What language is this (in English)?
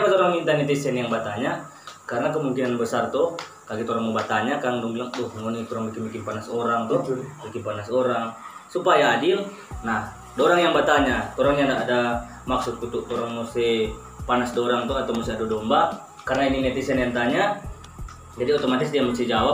Manado Malay